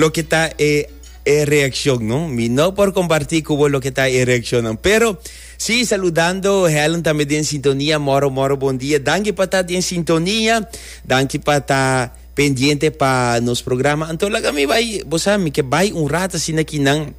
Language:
Papiamento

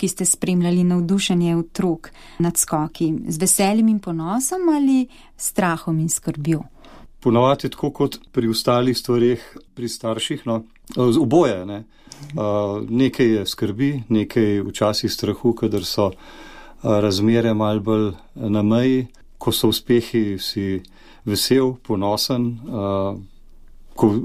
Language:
Slovenian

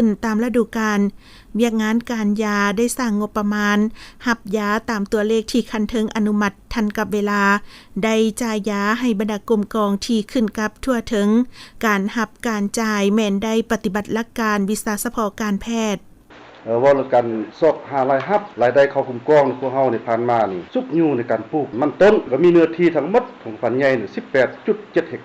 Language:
Lao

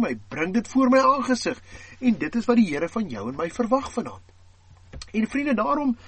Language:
Afrikaans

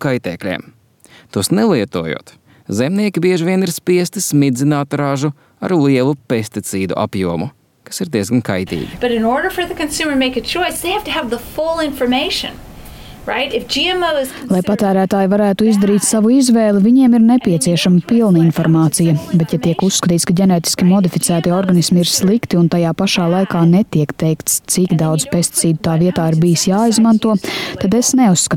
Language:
Latvian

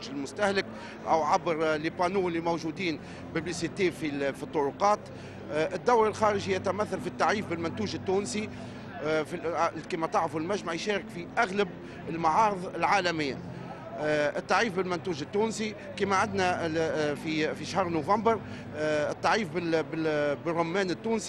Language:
Tunisian Arabic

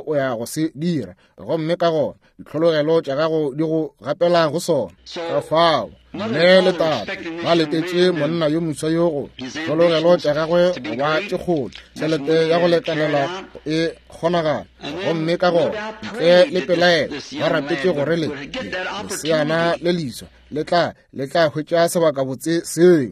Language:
Northern Sotho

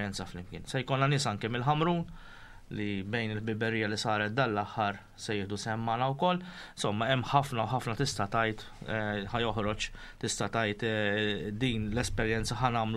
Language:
Maltese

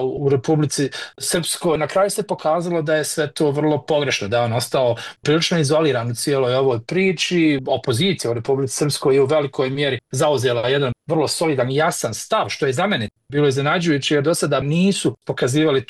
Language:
Bosnian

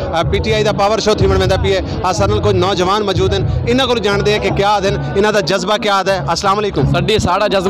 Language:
Saraiki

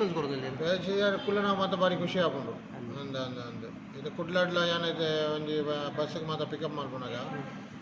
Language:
Tulu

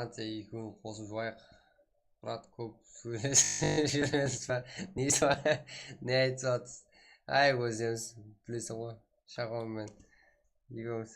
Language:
Kara-Kalpak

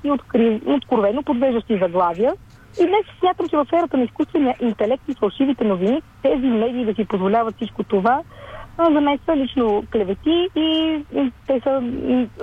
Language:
Bulgarian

